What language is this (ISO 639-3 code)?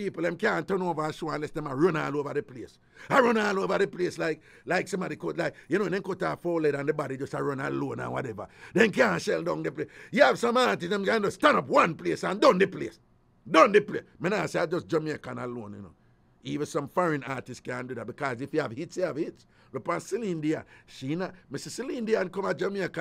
jam